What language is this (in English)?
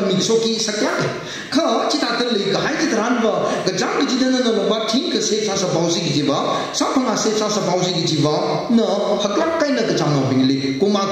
Tangkhul Naga (India)